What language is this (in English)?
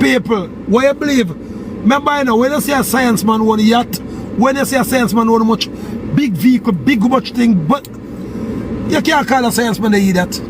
Jamaican Creole English